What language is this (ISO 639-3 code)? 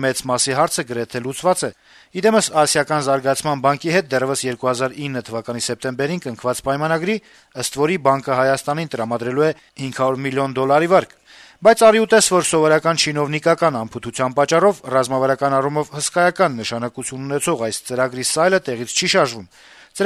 hye